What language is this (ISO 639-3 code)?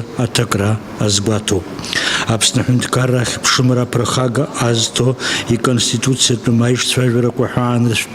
abk